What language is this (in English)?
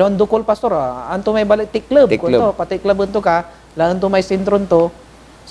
Pangasinan